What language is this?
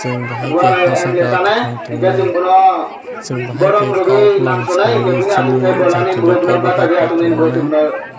Kok Borok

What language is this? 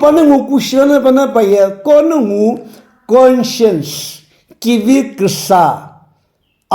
Sumi Naga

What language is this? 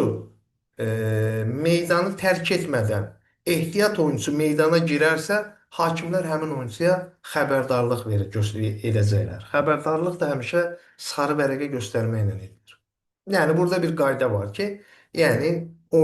Azerbaijani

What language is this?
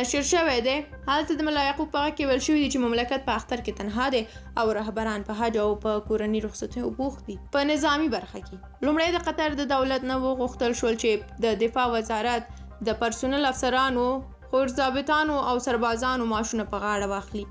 Pashto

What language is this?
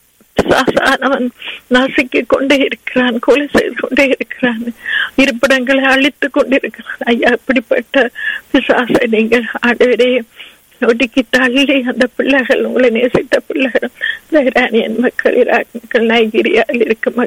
Tamil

